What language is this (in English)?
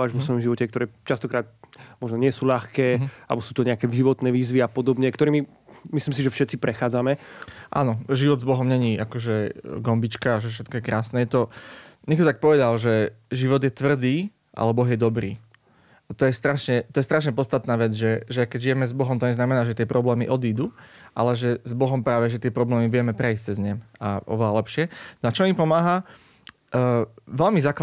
Slovak